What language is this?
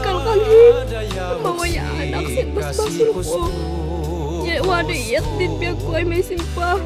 Kankanaey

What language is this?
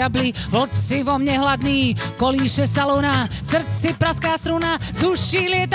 Slovak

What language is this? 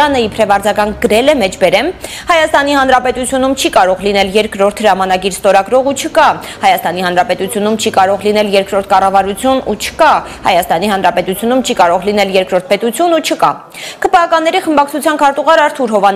Armenian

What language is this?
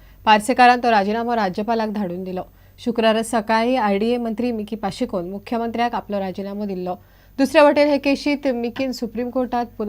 Konkani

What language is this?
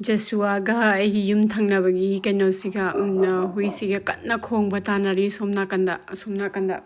Manipuri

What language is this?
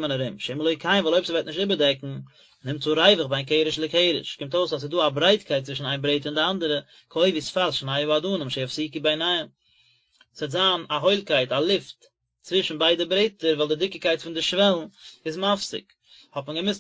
Yiddish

